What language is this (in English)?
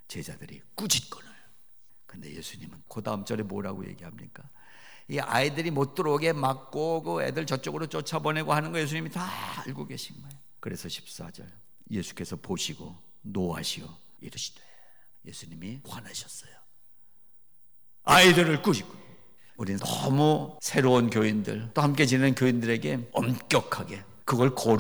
Korean